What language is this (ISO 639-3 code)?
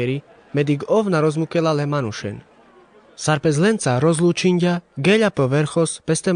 rmc